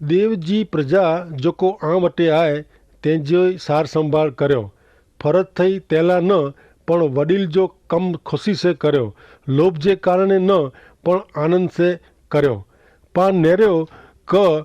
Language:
Kachhi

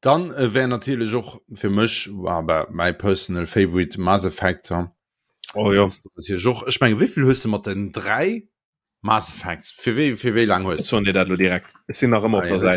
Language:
Luxembourgish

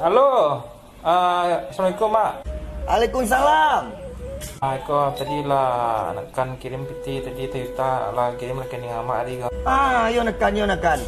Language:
Minangkabau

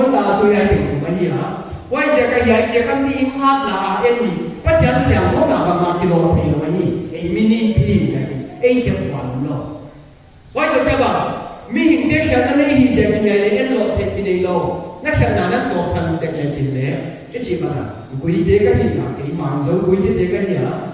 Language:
Paite Chin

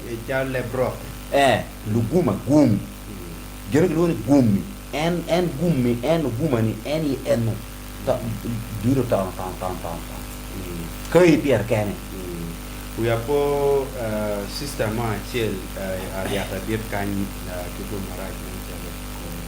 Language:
Acoli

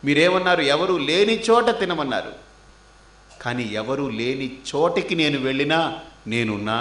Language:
Telugu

